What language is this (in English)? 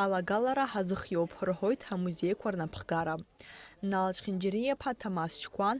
Abkhazian